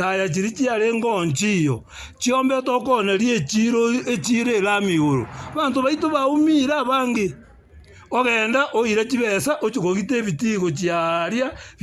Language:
Gusii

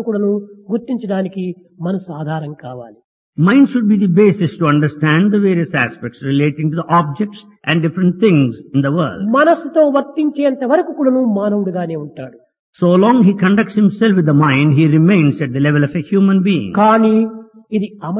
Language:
Telugu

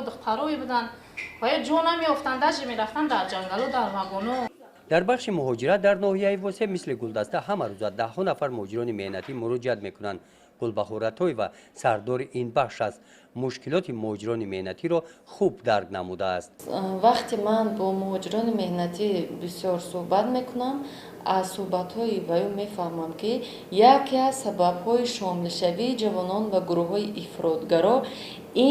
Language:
Tajik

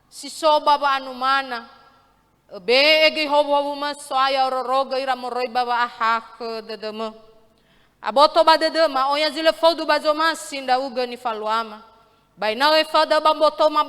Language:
Nias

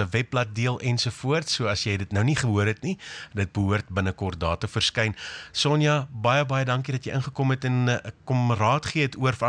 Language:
Afrikaans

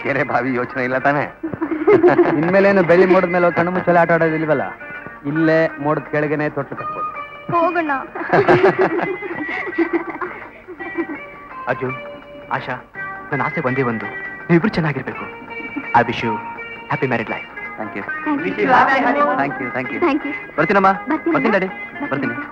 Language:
Kannada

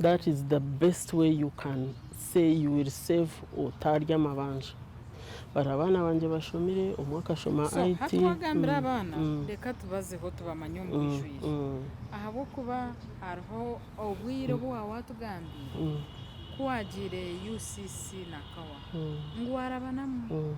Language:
Nyankole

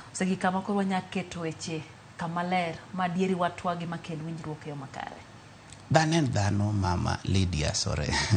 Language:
Luo (Kenya and Tanzania)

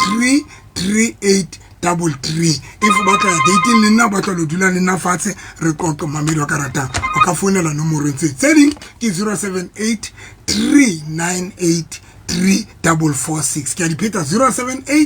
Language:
Southern Sotho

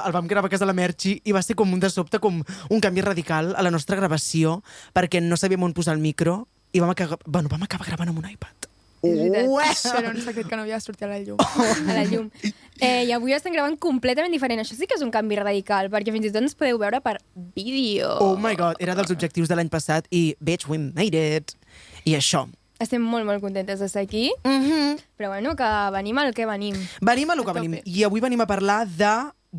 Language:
Catalan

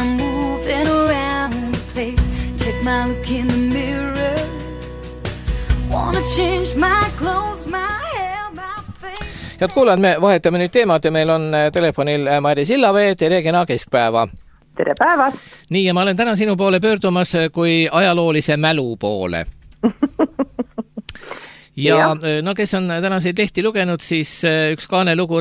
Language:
Estonian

